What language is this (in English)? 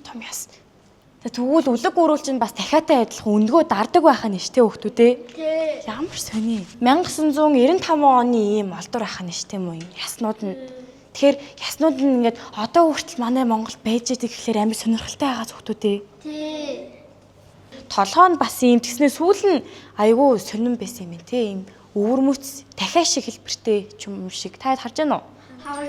Mongolian